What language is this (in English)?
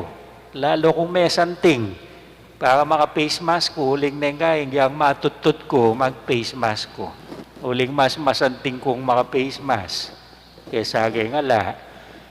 Pampanga